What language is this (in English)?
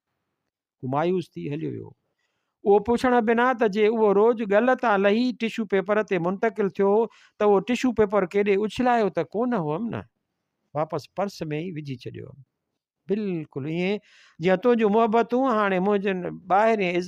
Sindhi